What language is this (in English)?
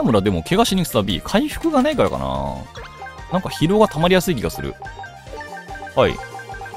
Japanese